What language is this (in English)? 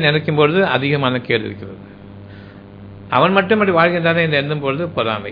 Tamil